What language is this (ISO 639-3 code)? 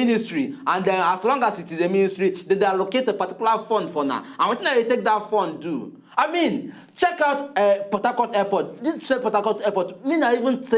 pcm